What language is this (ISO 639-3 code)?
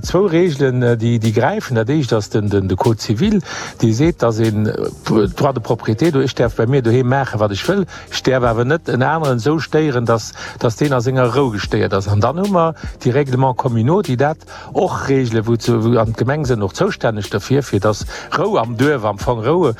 ltz